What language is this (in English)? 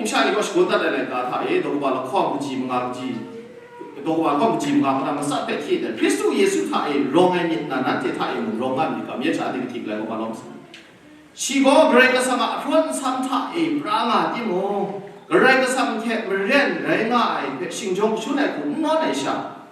Kachin